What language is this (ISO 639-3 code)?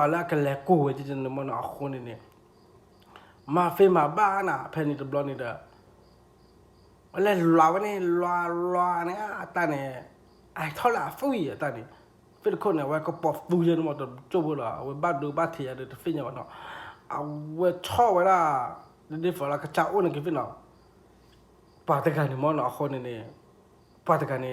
ksw